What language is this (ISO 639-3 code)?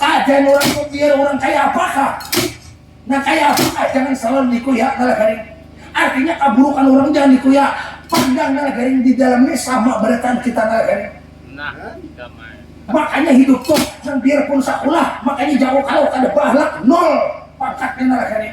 bjn